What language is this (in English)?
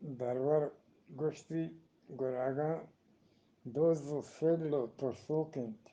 Eastern Balochi